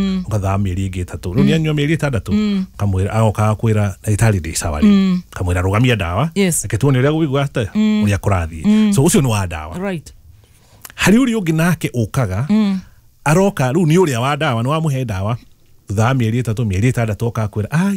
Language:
Kikuyu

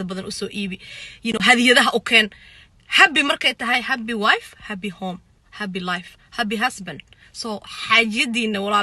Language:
Somali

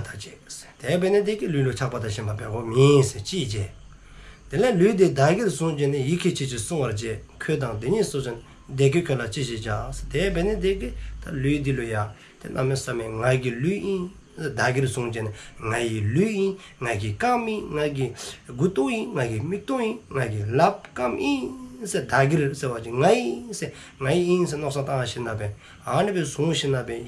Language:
Dzongkha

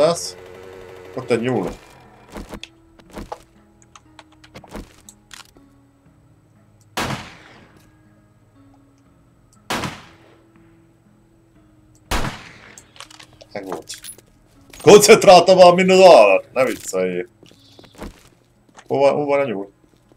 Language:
Hungarian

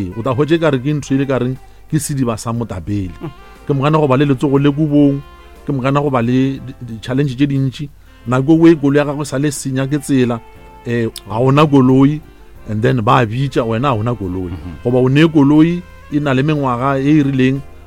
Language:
Northern Sotho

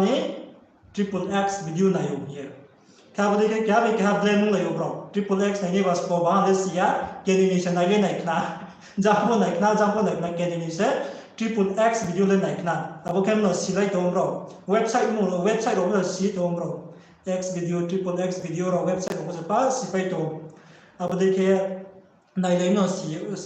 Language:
Riang (India)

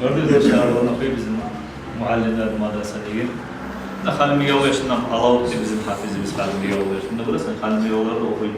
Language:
Kumyk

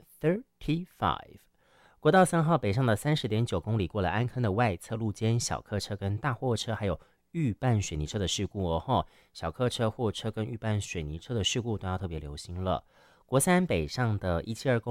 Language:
Chinese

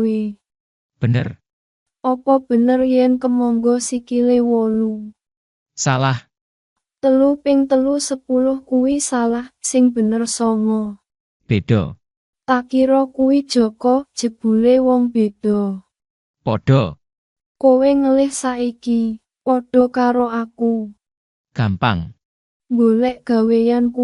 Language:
Javanese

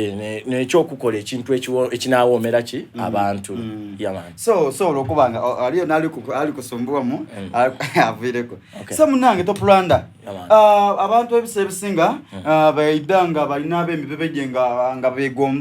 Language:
Soga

